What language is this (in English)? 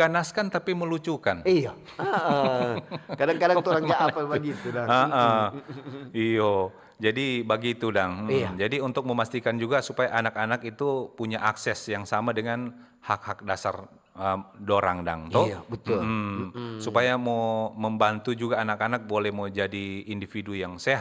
Manado Malay